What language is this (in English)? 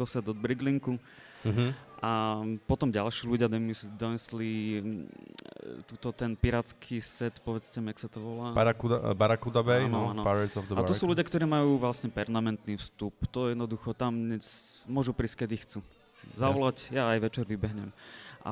Slovak